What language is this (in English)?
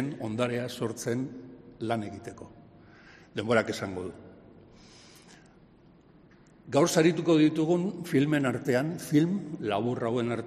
Basque